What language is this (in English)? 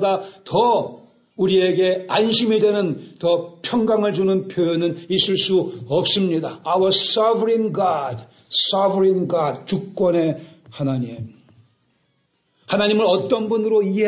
Korean